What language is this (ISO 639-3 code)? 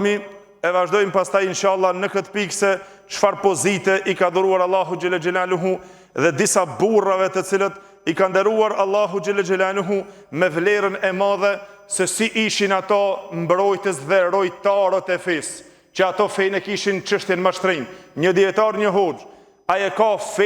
sqi